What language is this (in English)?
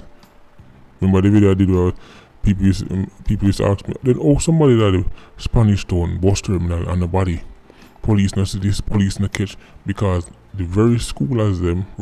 Jamaican Creole English